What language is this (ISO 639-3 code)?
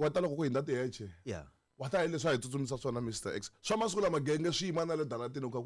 tso